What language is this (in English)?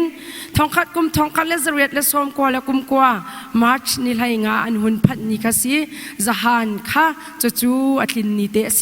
Hakha Chin